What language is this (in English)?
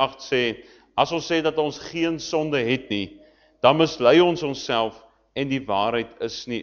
Afrikaans